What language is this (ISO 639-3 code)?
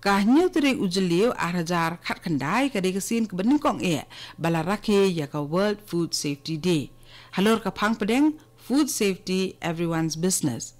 kha